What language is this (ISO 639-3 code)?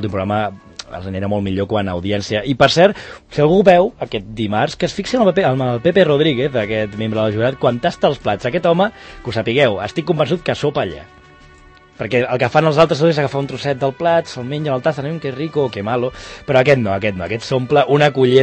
cat